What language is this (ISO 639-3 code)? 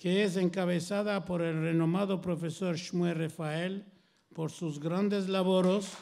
lad